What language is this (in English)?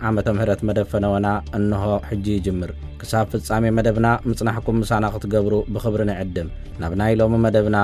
Tigrinya